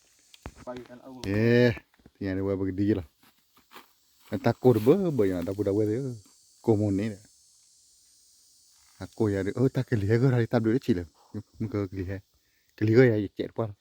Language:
S'gaw Karen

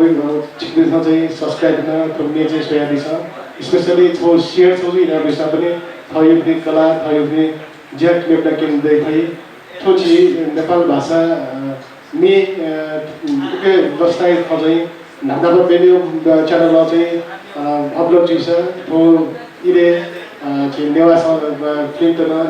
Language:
Newari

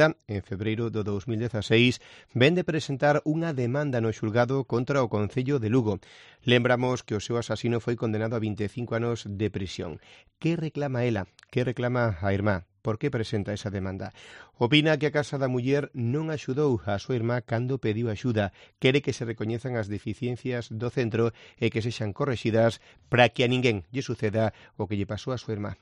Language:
Galician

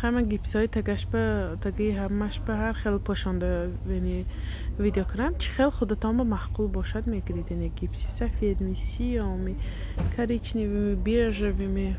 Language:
Tajik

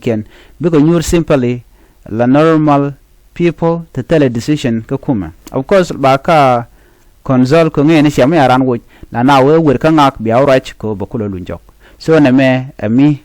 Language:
Nuer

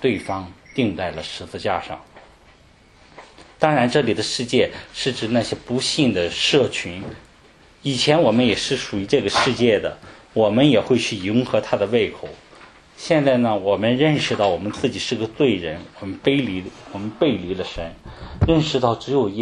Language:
Chinese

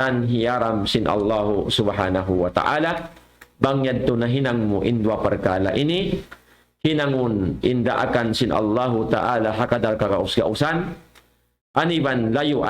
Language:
Tausug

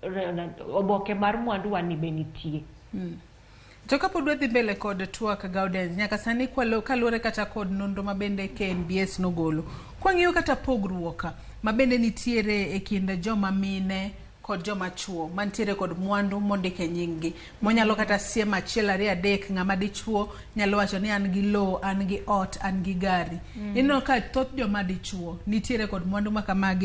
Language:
Luo (Kenya and Tanzania)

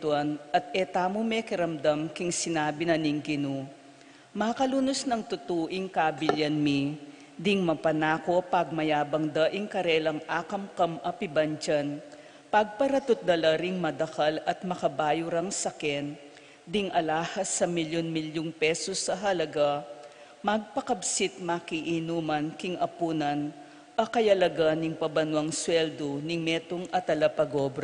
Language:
Pampanga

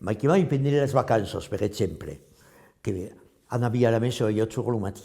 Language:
Occitan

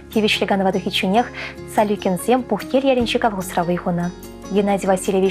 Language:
Chuvash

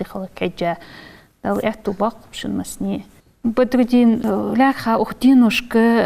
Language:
Ingush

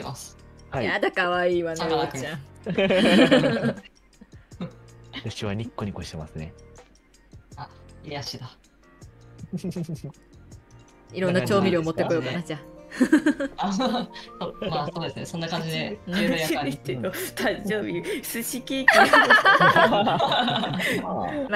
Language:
Japanese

